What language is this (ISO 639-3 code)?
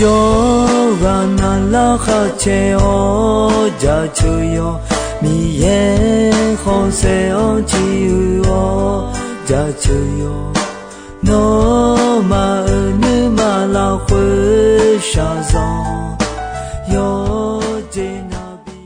ahk